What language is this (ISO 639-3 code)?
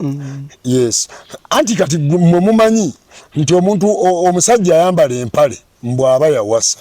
lug